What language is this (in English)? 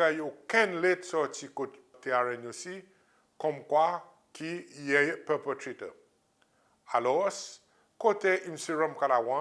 Seselwa Creole French